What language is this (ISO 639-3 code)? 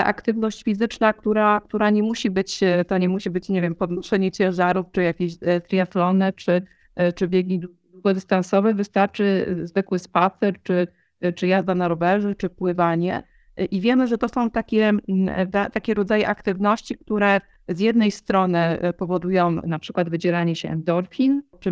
pol